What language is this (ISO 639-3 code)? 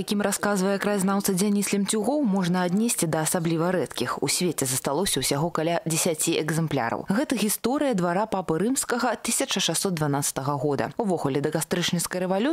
bel